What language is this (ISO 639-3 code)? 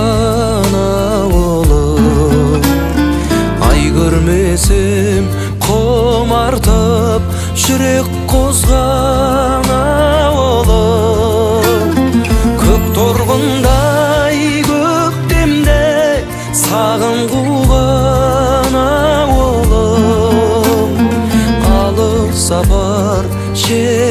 kaz